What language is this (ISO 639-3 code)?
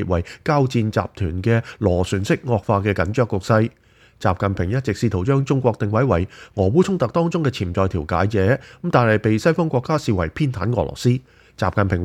yue